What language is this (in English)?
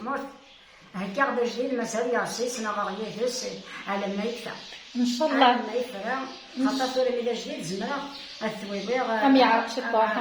Kabyle